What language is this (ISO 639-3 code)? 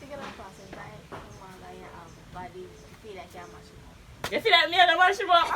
jam